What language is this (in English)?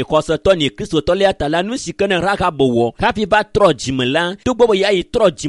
Ewe